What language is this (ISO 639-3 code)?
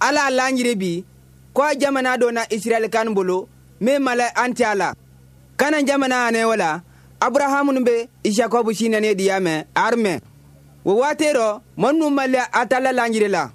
bam